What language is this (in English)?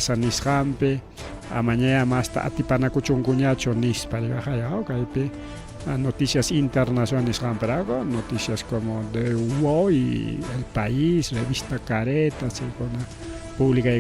Ayacucho Quechua